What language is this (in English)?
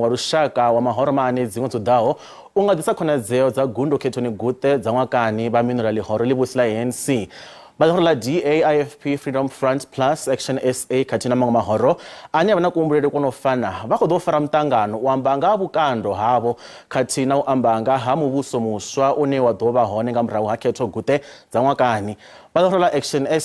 Venda